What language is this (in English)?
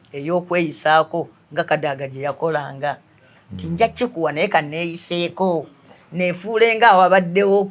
Ganda